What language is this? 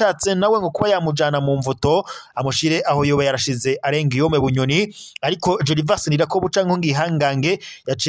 Rundi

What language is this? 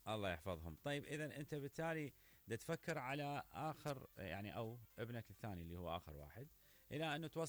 Mesopotamian Arabic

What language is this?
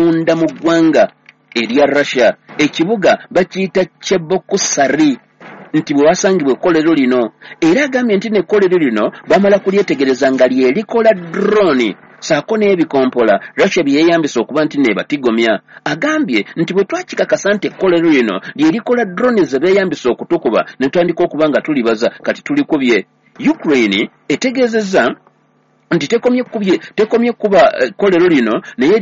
Ganda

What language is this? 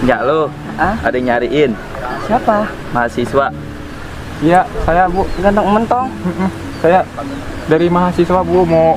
Betawi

